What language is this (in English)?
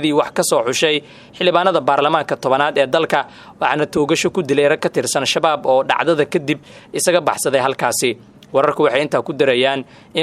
Somali